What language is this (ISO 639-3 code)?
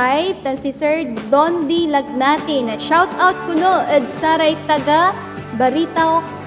pag